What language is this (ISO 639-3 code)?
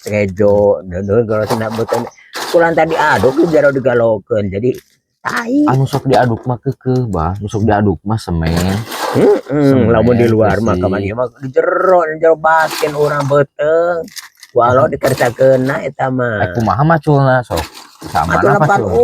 sun